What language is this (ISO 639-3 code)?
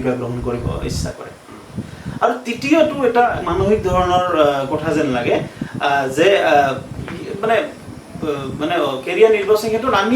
asm